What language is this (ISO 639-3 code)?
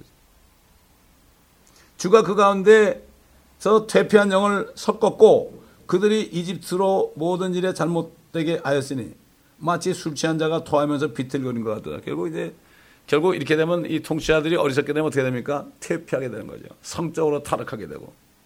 kor